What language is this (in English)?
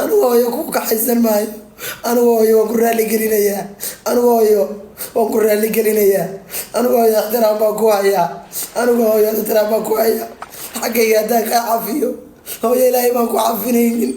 Somali